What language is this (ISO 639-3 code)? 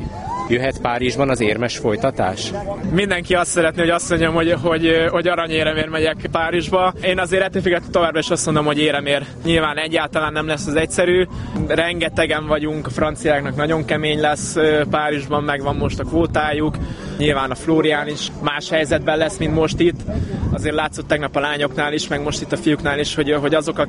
hun